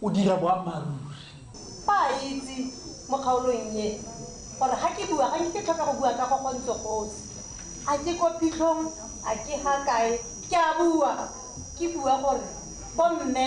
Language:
Tswana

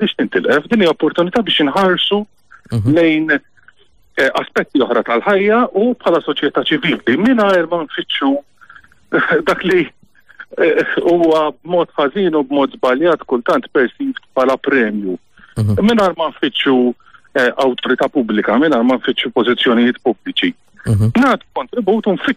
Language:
Maltese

